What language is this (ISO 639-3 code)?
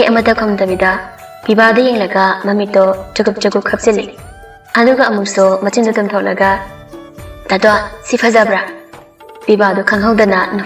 mni